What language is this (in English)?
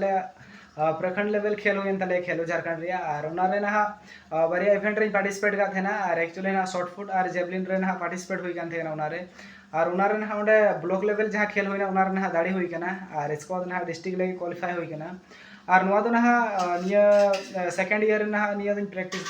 Santali